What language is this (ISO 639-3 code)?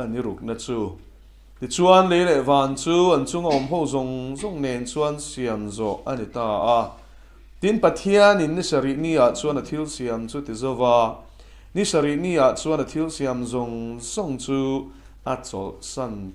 lus